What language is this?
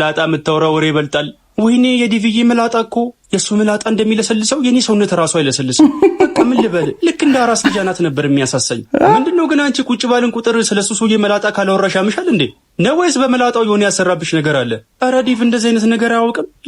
Amharic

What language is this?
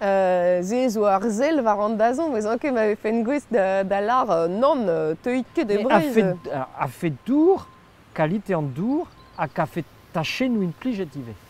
Breton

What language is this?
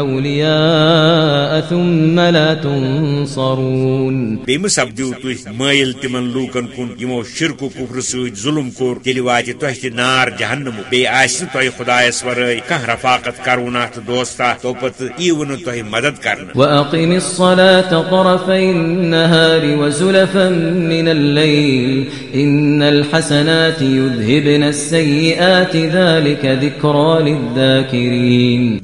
Kashmiri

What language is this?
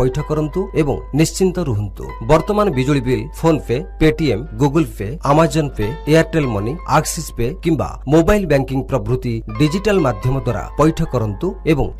Odia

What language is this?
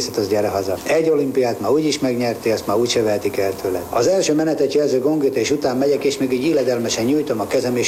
Hungarian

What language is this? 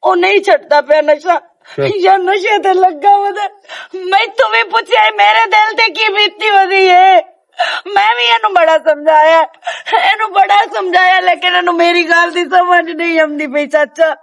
Western Panjabi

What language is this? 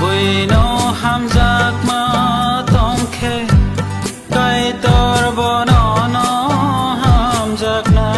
Kok Borok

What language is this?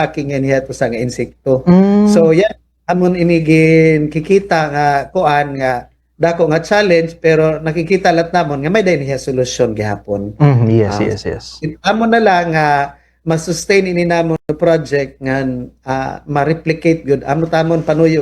Waray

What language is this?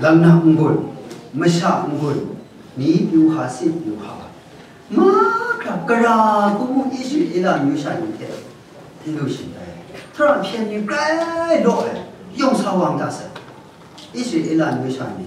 Kachin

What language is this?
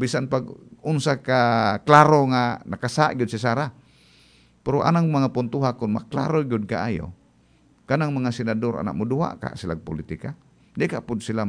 Cebuano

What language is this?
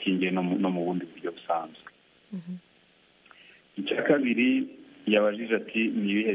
Kinyarwanda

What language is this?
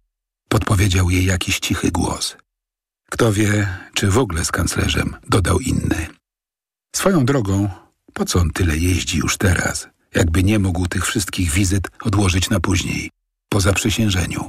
Polish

